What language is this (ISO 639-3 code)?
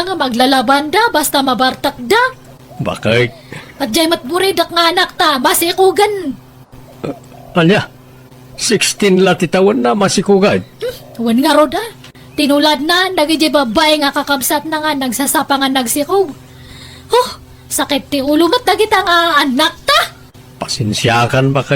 ilo